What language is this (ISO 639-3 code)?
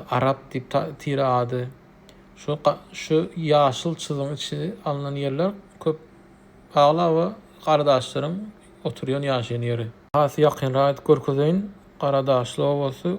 tuk